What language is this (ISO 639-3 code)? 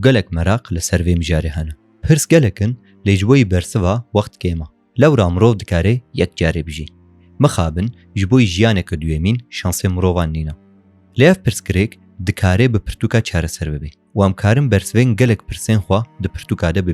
kur